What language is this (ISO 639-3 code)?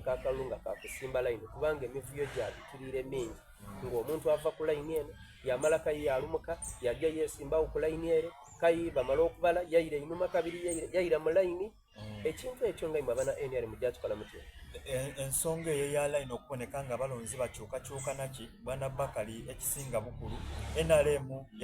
xog